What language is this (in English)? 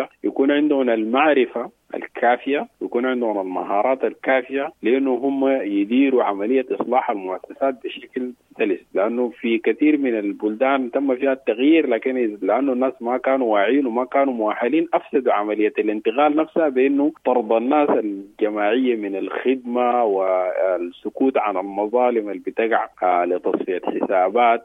Sudanese Arabic